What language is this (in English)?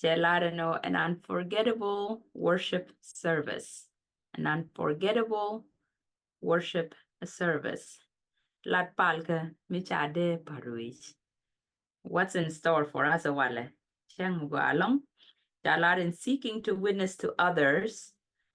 Nuer